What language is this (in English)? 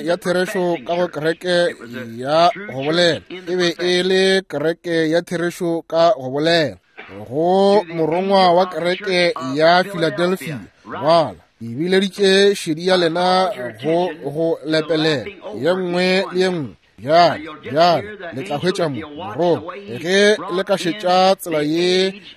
Northern Sotho